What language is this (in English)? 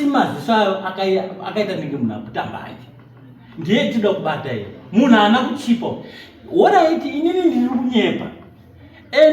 Shona